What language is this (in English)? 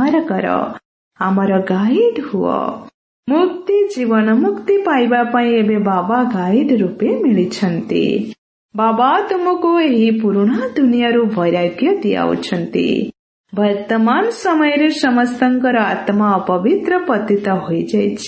Odia